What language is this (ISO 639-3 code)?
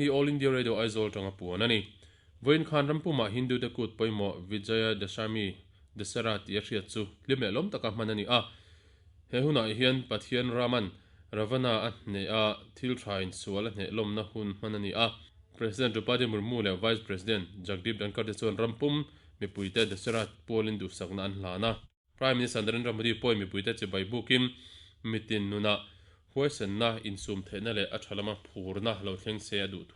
lus